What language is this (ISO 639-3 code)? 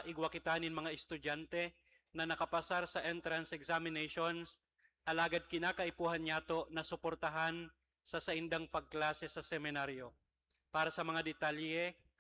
bik